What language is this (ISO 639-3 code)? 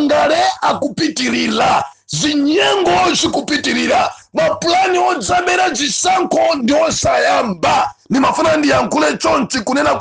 nya